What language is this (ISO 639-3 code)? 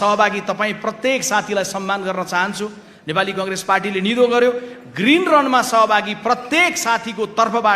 nep